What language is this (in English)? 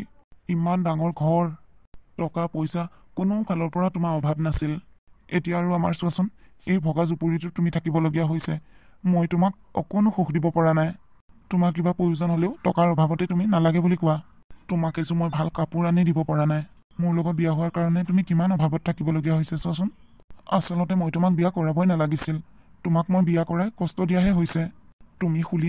Assamese